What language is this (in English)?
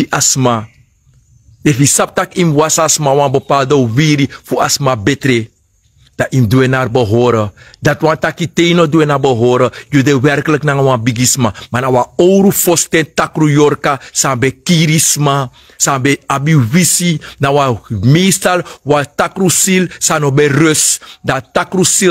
Sranan Tongo